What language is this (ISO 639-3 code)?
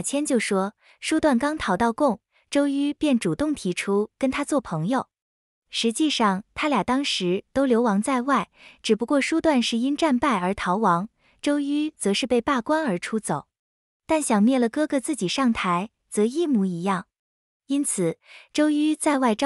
zho